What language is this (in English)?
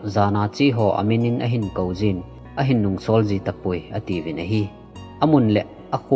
Thado Chin